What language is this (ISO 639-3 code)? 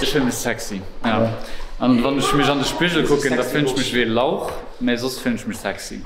ltz